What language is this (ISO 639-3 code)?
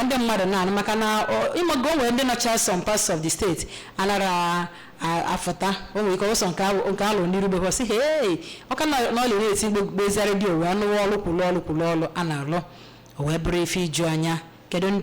ibo